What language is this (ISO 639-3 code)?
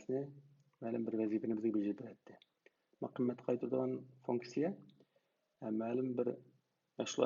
uig